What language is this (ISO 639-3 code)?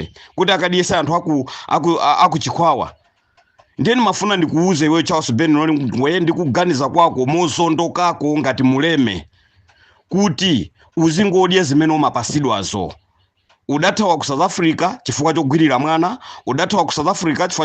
nya